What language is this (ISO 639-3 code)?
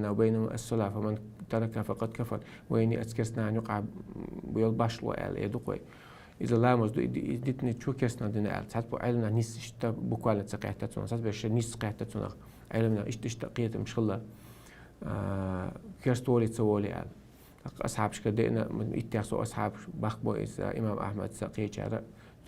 che